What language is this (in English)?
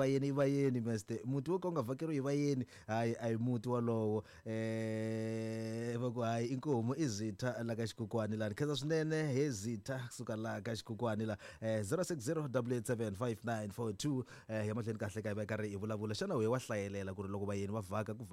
Tsonga